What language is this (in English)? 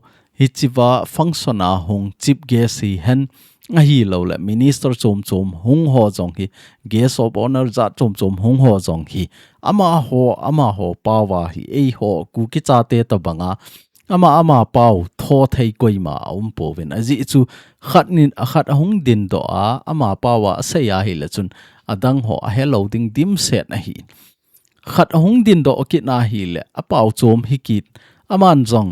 Thado Chin